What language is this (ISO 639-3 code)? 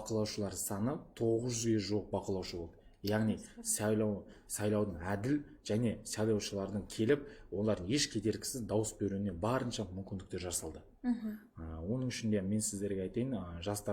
kaz